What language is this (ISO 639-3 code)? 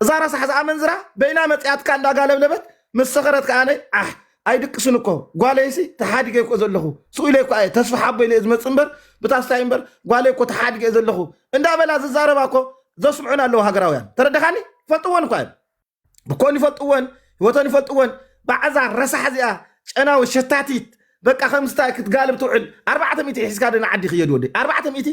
tir